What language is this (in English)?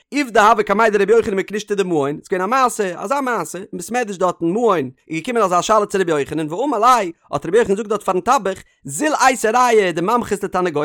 Yiddish